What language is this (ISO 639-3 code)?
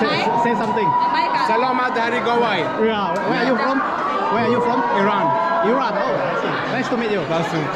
iba